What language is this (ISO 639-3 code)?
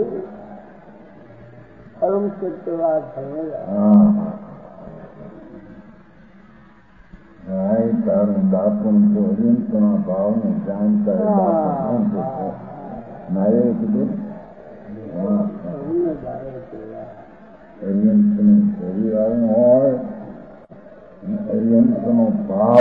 guj